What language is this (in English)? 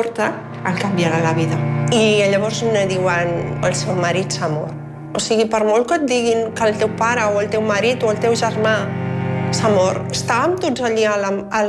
Catalan